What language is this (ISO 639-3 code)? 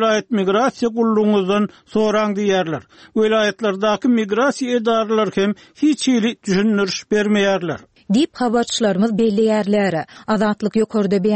tuk